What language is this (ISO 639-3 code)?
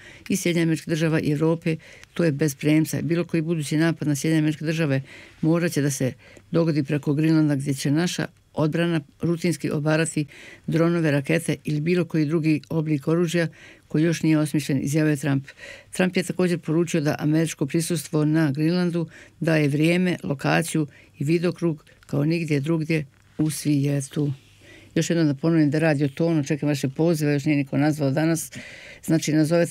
bos